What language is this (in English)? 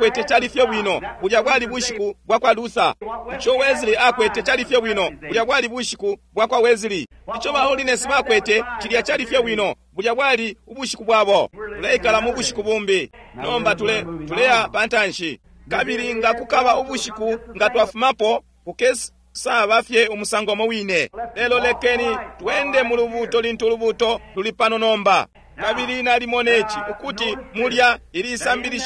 Bemba